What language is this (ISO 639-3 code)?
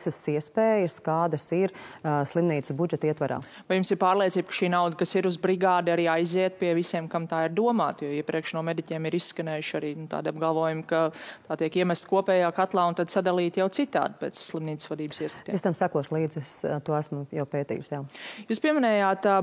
lav